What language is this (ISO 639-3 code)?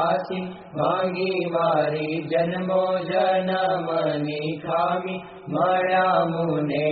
guj